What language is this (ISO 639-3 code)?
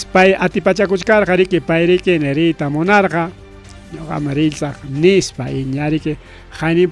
quy